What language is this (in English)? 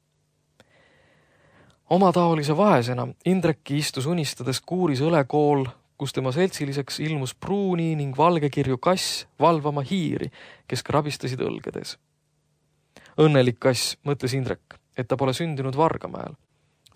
Estonian